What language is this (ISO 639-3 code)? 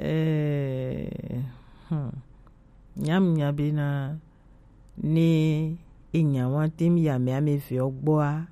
gej